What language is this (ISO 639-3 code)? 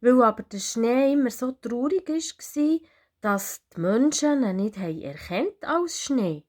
gsw